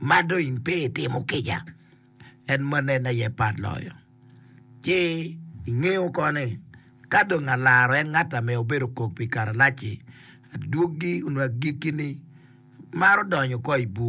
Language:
Acoli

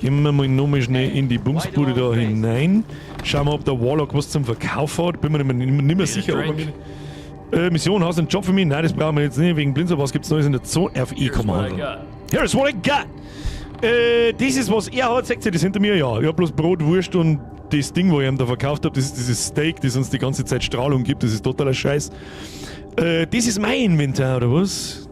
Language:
Bavarian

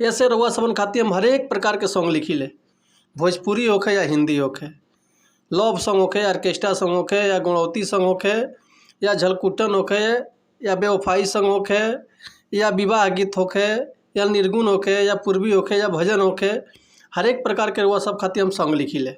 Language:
Bhojpuri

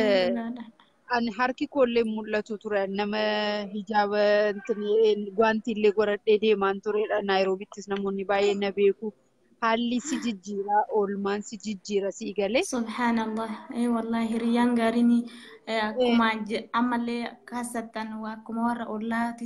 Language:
Oromo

